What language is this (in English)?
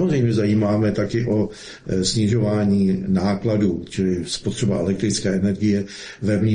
Czech